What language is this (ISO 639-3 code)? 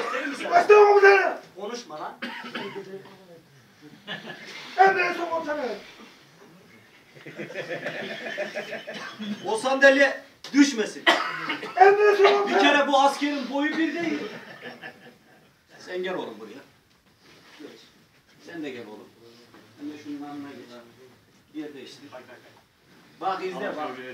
tur